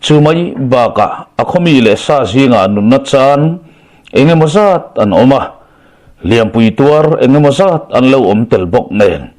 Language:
Mizo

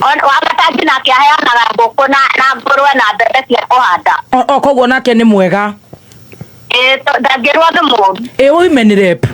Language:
Kikuyu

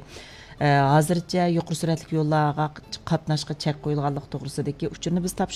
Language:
Uyghur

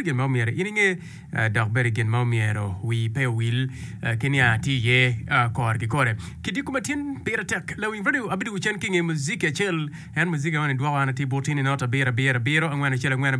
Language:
Acoli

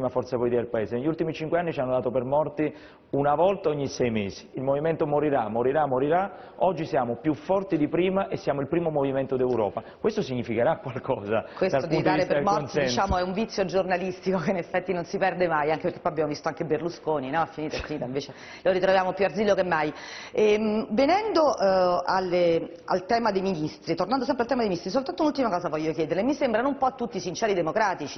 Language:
Italian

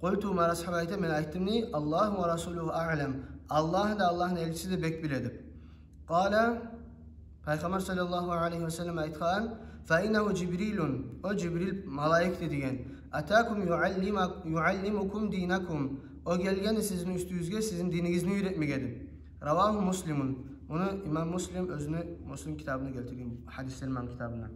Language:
Kumyk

